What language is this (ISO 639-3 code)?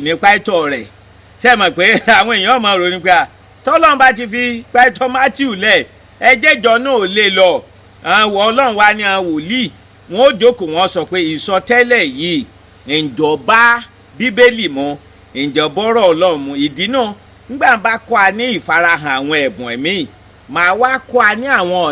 yor